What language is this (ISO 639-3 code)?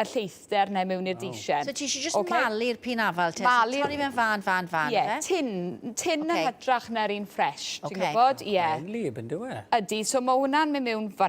cym